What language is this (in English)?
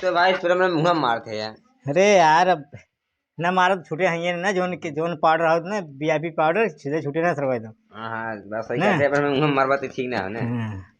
Awadhi